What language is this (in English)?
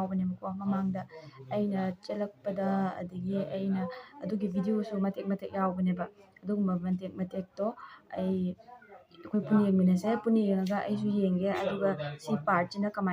Manipuri